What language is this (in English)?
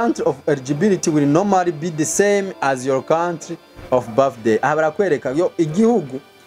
Rundi